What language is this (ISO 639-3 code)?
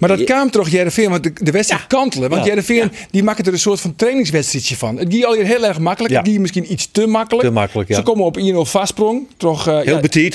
fry